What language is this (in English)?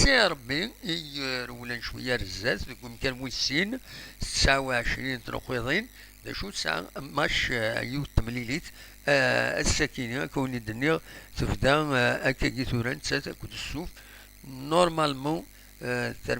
Kabyle